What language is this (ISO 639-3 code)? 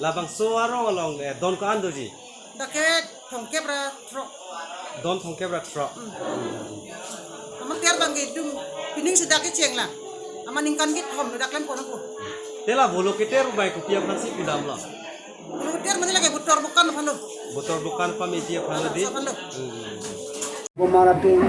mjw